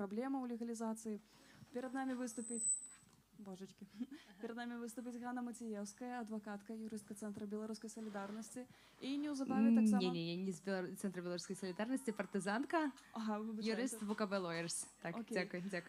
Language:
Belarusian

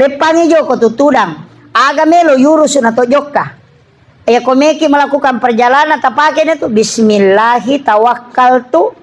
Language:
Buginese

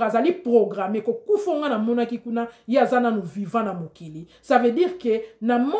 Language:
Lingala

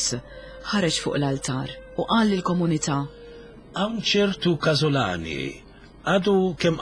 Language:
Maltese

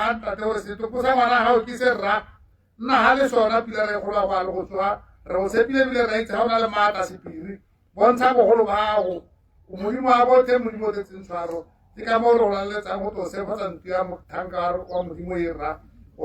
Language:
Tswana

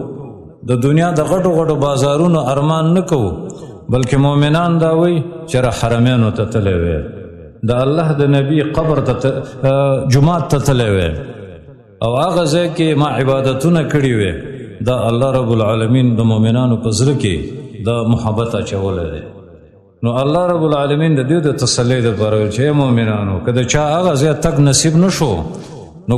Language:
Pashto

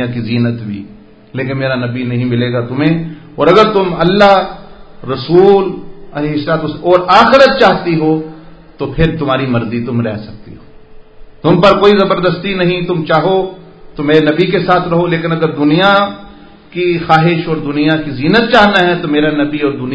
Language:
Urdu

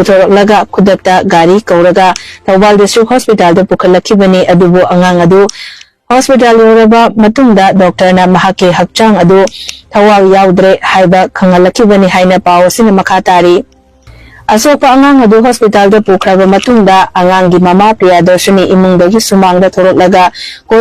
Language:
Manipuri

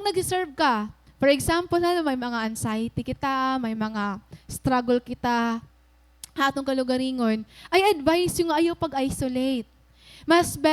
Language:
Waray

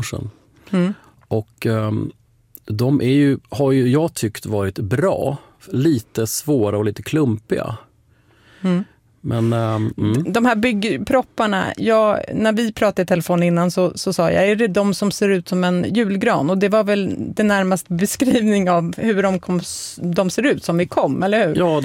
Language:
Swedish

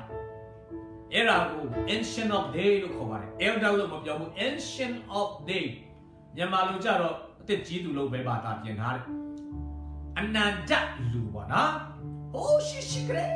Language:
Burmese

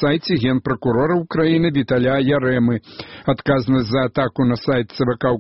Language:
Belarusian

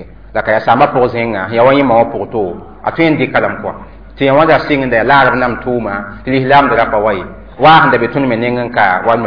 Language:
Mossi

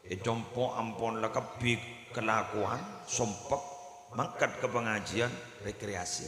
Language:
Madurese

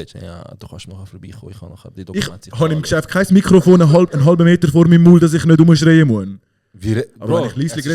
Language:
Swiss German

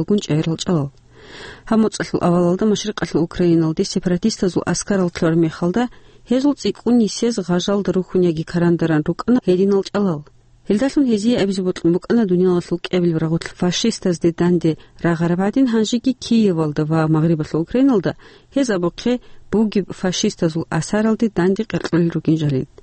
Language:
Avaric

